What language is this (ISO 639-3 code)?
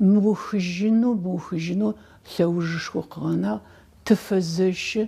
ady